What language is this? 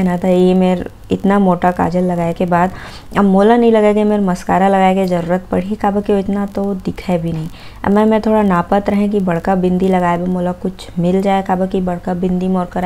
Chhattisgarhi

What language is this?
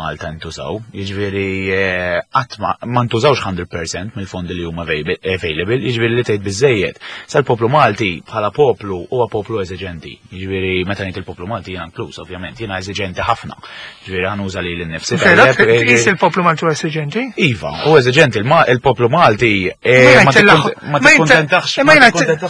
Maltese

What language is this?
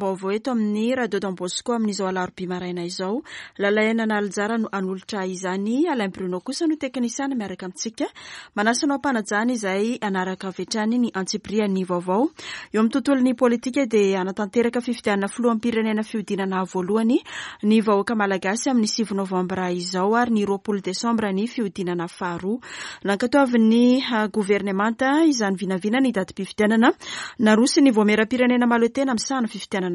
Malagasy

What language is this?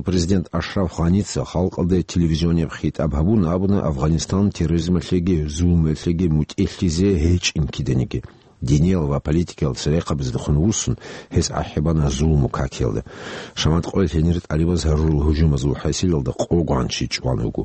Avaric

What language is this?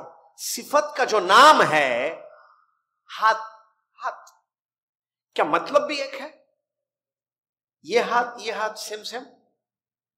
Urdu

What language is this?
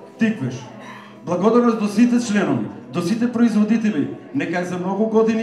Macedonian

